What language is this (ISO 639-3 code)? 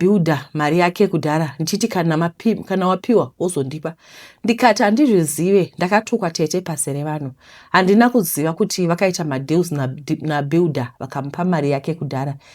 sna